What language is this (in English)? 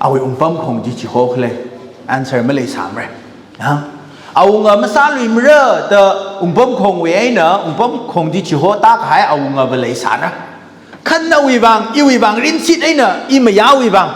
Tangkhul Naga (India)